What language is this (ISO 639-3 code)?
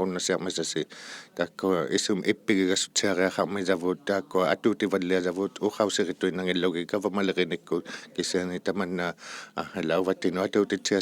iku